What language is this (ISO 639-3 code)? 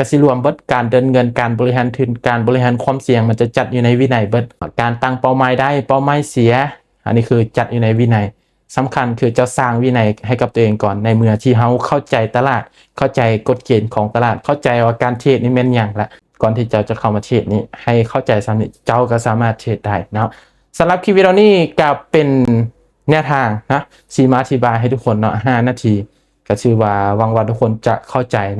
lao